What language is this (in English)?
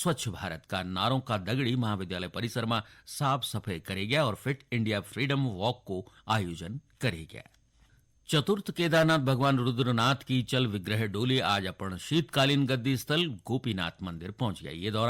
Garhwali